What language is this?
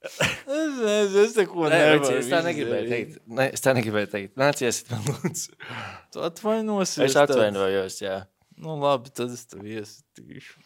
Latvian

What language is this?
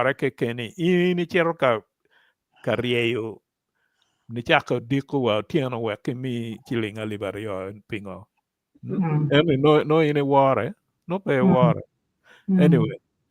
Acoli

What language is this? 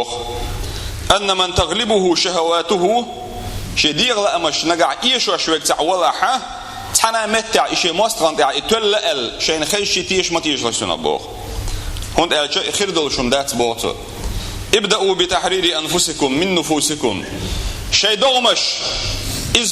Chechen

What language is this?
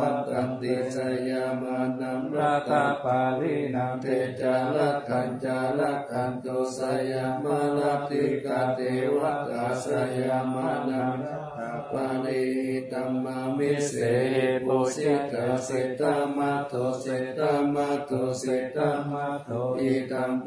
Pali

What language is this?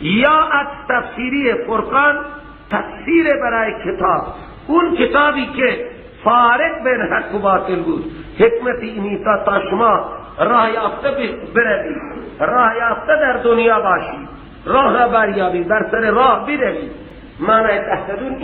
Persian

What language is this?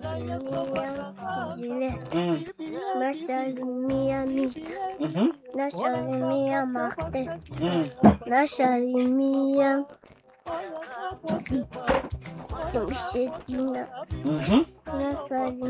Swahili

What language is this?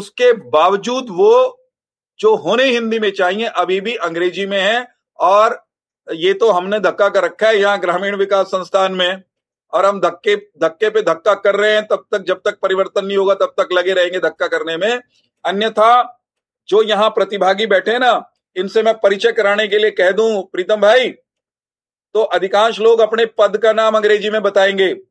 Hindi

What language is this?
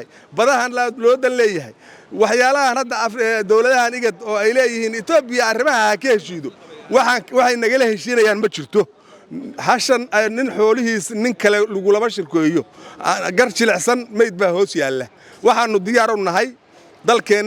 Somali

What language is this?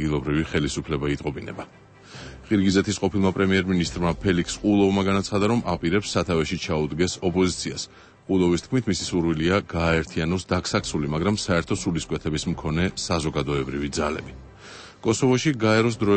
Georgian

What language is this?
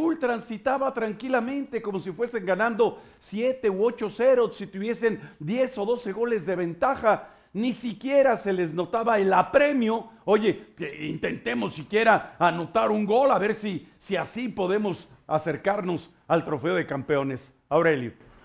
Spanish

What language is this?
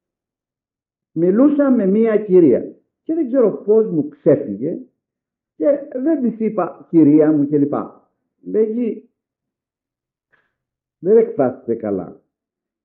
Greek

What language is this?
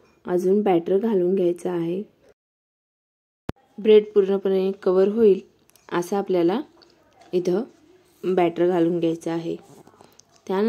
Marathi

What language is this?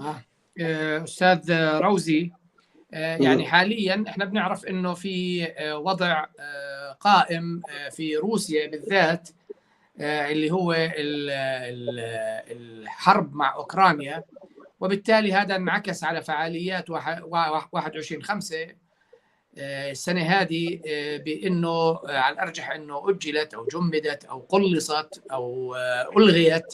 North Levantine Arabic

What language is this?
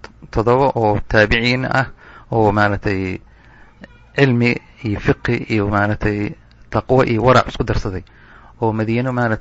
Somali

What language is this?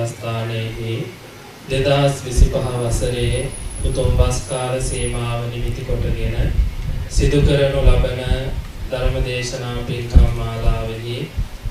Sinhala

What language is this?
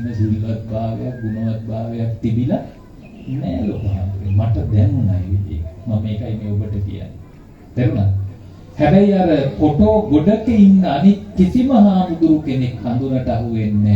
Sinhala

